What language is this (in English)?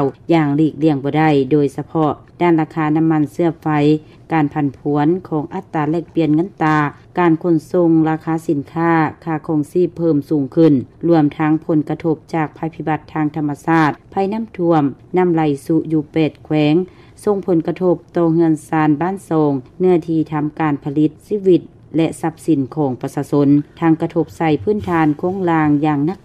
Lao